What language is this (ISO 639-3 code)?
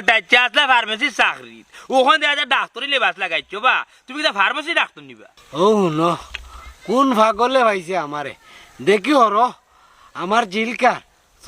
syl